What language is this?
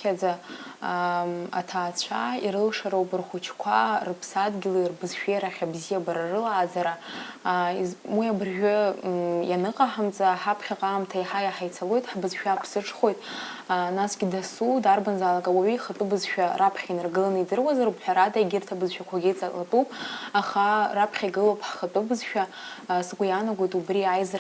Abkhazian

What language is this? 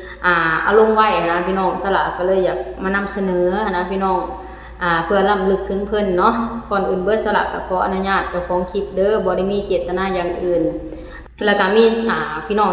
Lao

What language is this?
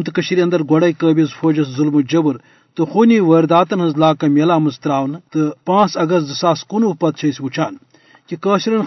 Kashmiri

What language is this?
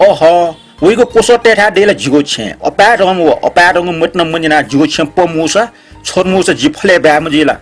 Newari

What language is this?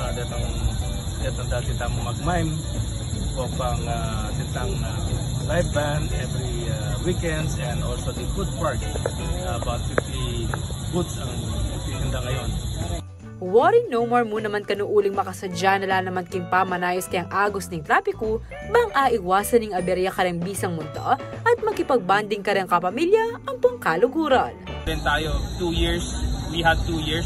Pampanga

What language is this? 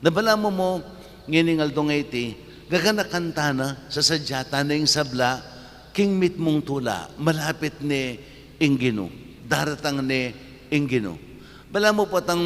Pampanga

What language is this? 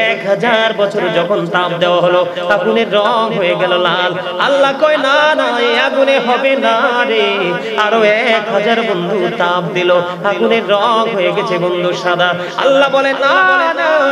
Bangla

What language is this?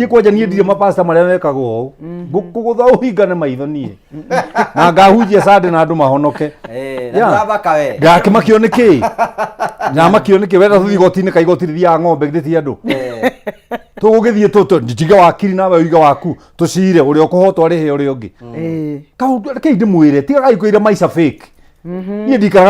Kikuyu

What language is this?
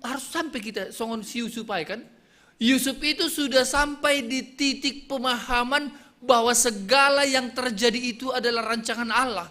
Batak Simalungun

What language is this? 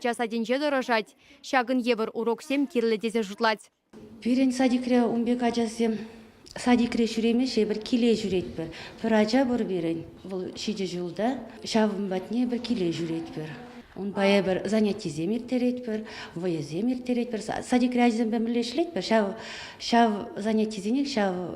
Chuvash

